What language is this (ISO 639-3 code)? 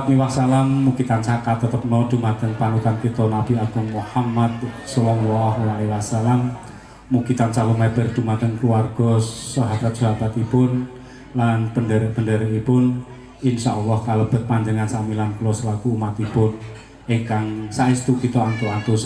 jav